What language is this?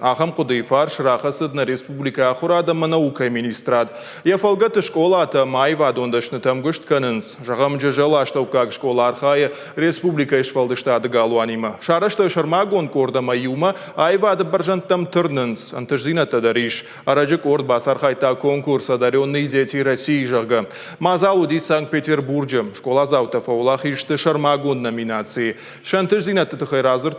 Ossetic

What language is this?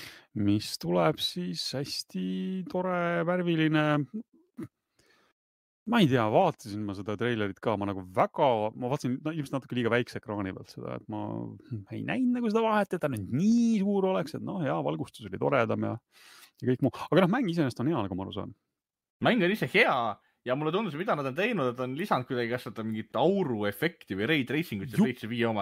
Estonian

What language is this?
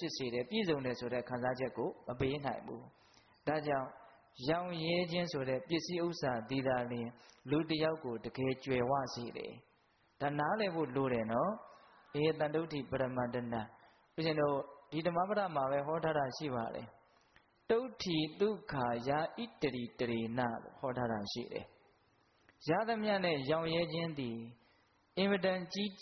Burmese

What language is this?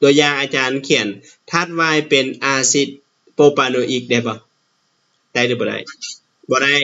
Lao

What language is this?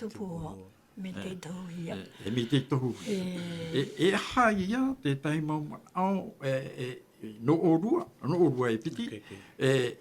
Tahitian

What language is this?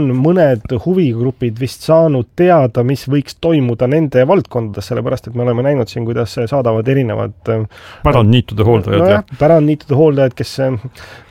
Estonian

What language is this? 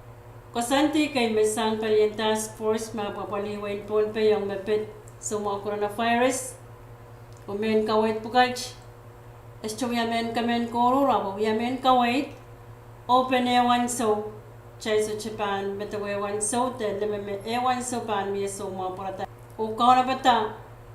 Pohnpeian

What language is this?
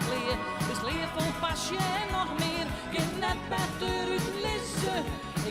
Western Frisian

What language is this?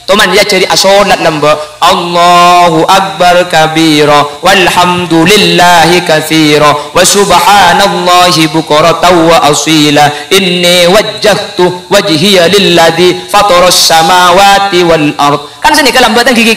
Madurese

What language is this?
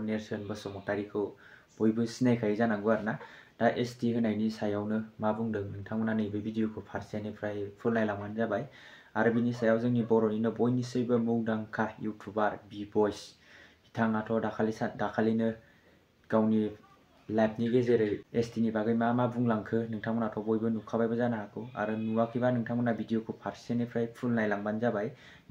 Bodo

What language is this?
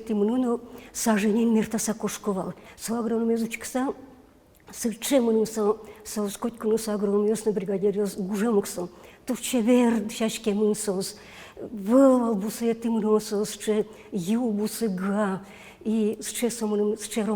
Udmurt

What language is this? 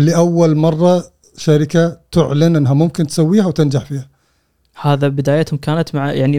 Gulf Arabic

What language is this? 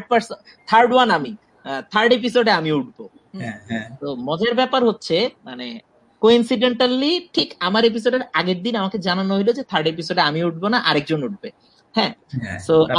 Bangla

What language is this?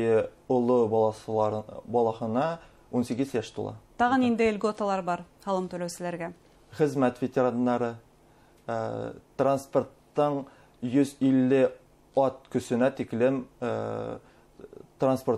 Bashkir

